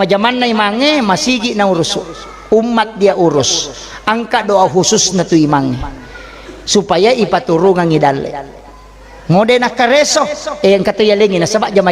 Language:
Buginese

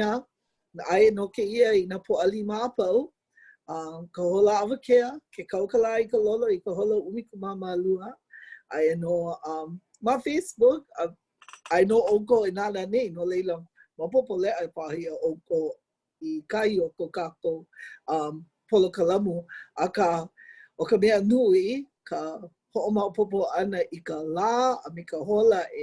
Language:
Hawaiian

